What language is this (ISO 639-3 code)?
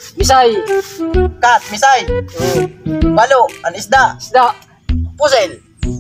war